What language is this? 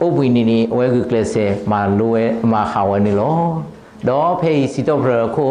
S'gaw Karen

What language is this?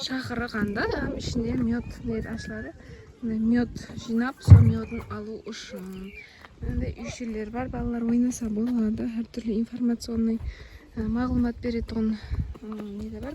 Kara-Kalpak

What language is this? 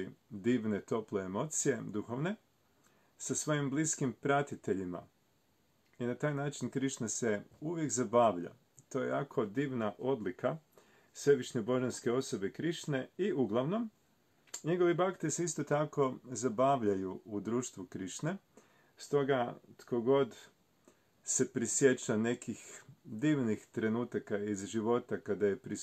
Croatian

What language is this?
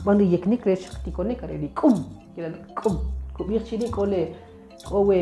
Kʼicheʼ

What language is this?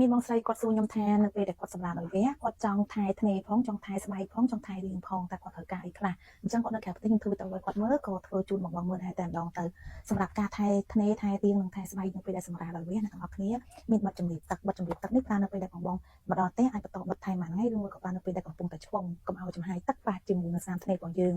Khmer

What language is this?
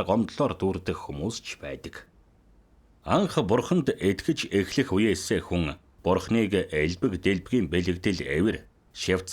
Mongolian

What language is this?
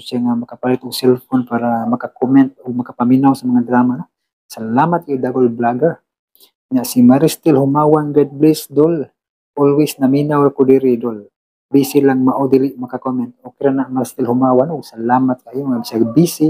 Cebuano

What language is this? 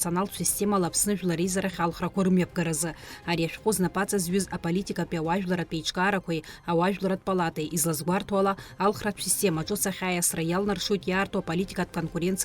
Abkhazian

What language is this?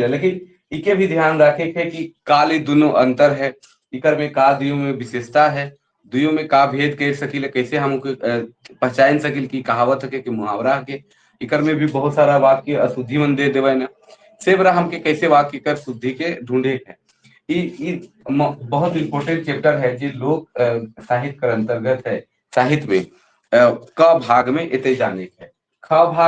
Sadri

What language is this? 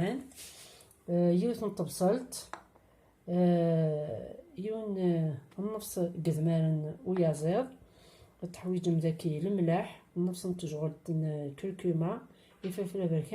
Kabyle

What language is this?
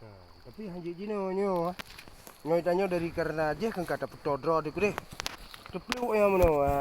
Achinese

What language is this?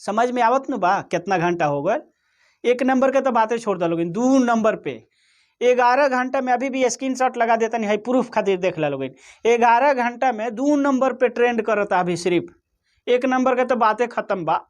Bhojpuri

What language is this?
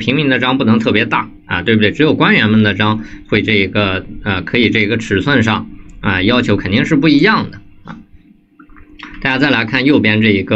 Chinese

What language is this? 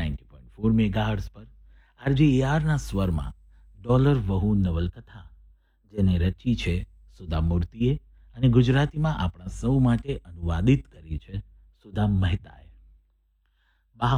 Gujarati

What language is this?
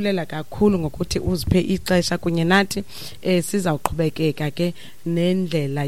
Xhosa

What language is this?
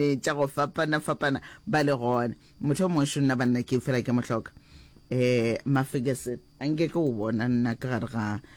Northern Sotho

